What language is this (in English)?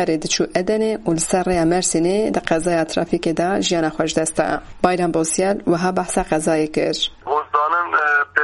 Kurdish